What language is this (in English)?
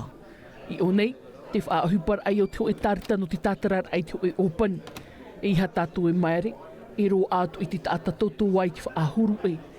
Tahitian